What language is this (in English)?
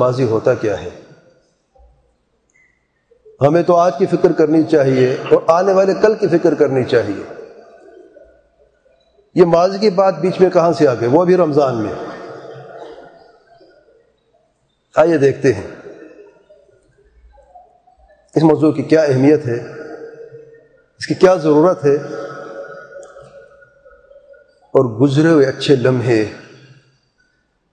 Urdu